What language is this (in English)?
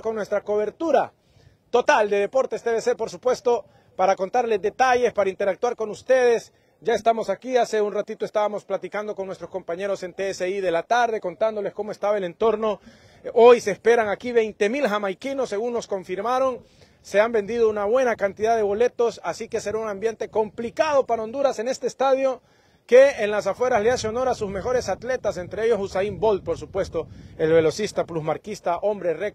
Spanish